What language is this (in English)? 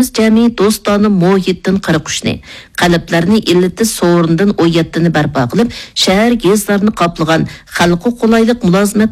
Uyghur